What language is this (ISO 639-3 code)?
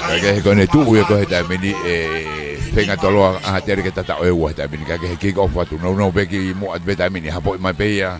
ton